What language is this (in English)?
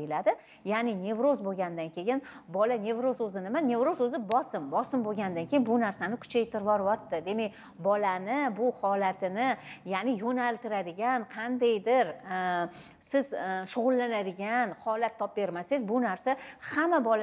Uzbek